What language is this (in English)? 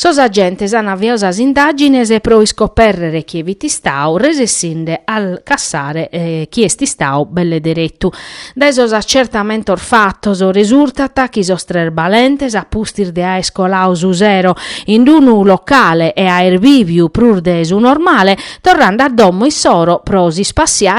Sardinian